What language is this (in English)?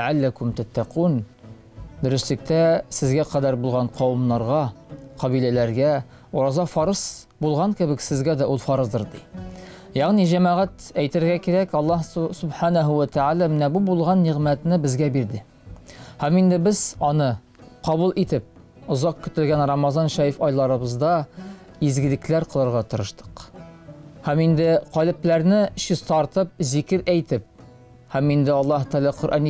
Tatar